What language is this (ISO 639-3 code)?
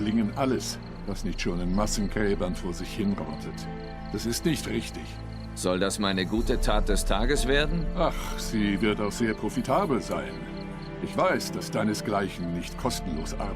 gsw